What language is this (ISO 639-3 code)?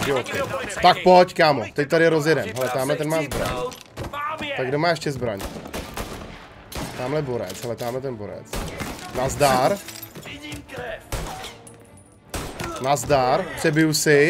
ces